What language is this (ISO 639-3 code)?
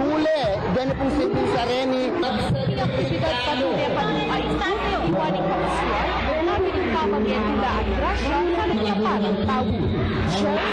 pam